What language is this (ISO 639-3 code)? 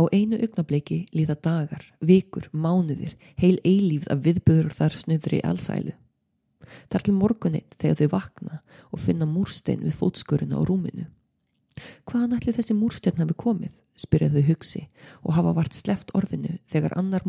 isl